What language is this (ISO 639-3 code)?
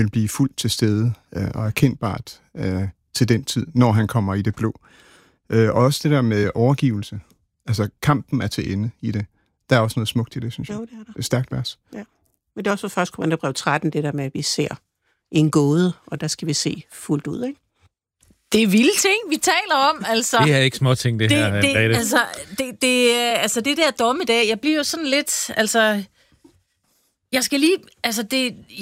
dan